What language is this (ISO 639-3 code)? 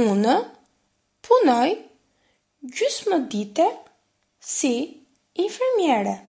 sqi